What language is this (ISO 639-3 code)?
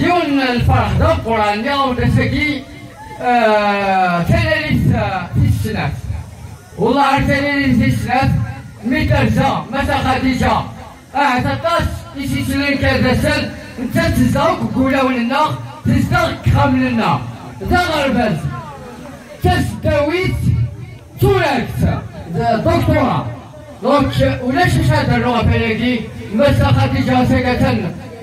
kab